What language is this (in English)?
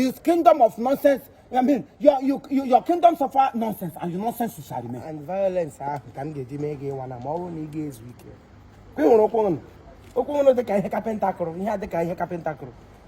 Igbo